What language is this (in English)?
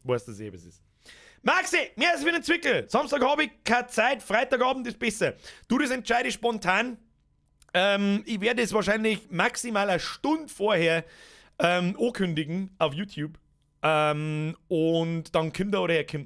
Bavarian